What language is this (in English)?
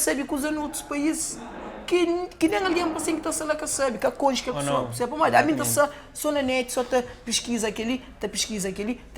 Kabuverdianu